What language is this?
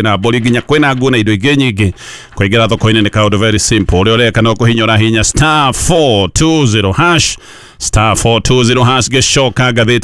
Kikuyu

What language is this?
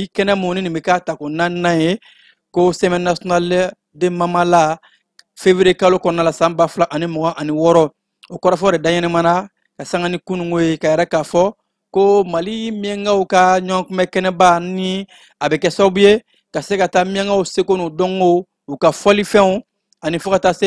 Bambara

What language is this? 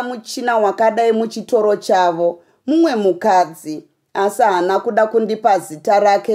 Shona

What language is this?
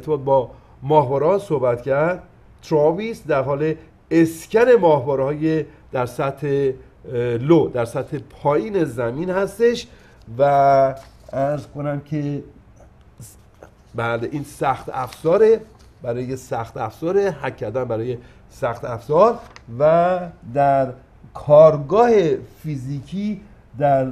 Persian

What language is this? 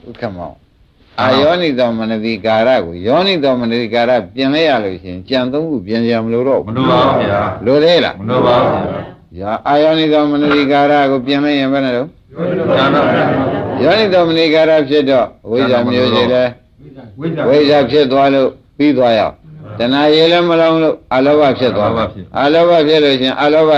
Burmese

